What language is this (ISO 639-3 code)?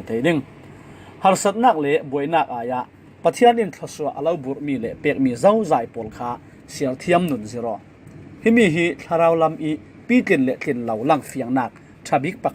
cfm